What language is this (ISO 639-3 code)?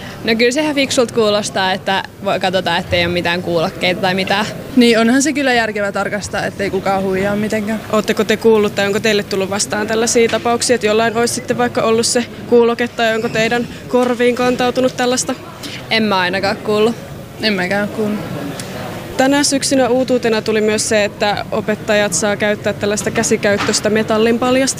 fin